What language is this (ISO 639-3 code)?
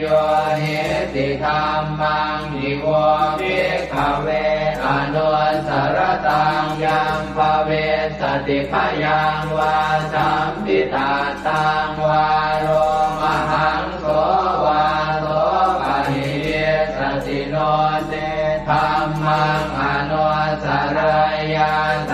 pli